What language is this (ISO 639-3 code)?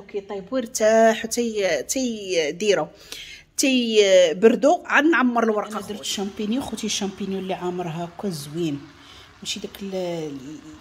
ary